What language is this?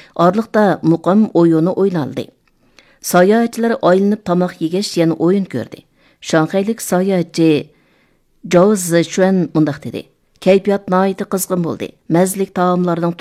Uyghur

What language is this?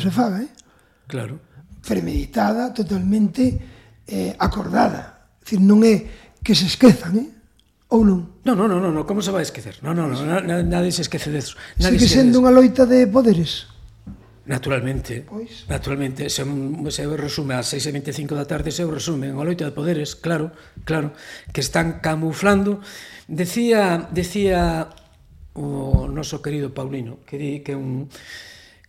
Galician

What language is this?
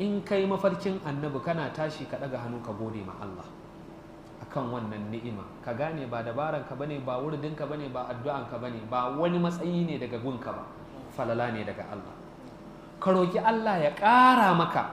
Hausa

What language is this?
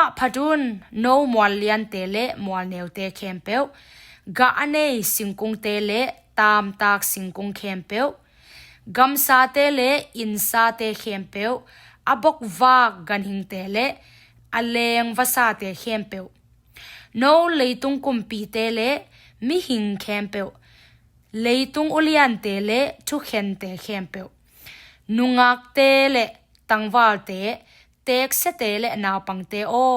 Tedim Chin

